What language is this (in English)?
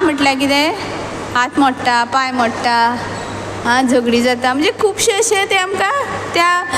Konkani